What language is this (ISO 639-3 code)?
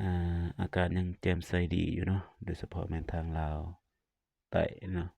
lao